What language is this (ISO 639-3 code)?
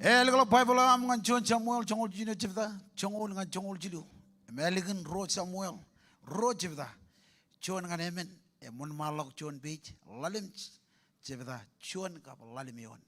mah